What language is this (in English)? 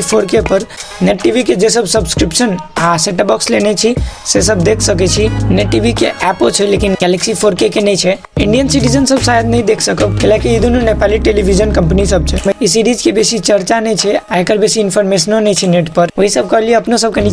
Maithili